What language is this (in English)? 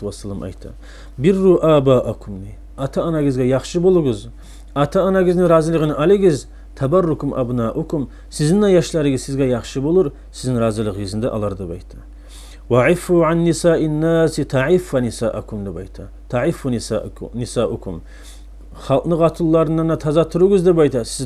Kumyk